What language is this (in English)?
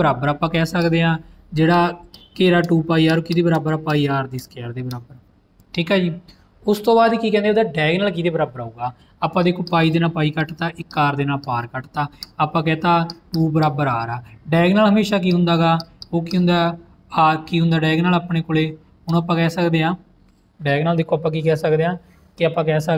Punjabi